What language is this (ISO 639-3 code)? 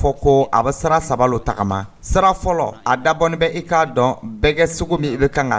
dyu